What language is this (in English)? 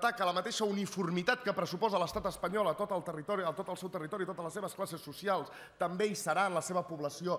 Catalan